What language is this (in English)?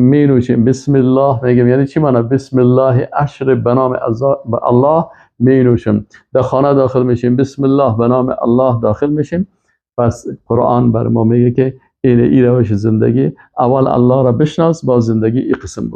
Persian